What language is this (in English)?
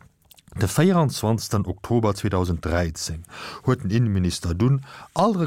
Luxembourgish